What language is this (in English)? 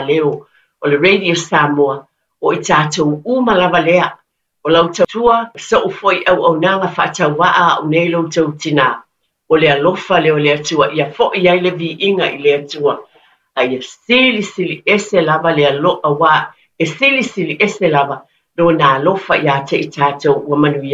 Samoan